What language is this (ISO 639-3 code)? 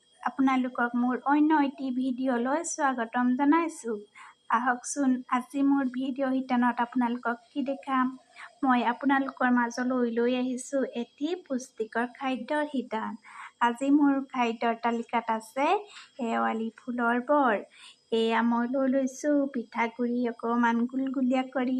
asm